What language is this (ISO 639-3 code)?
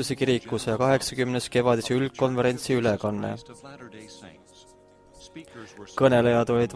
est